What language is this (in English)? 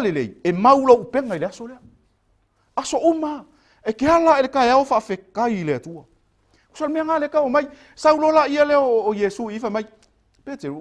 Samoan